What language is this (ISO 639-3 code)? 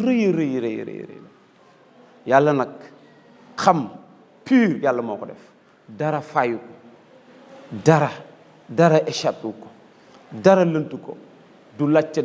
wol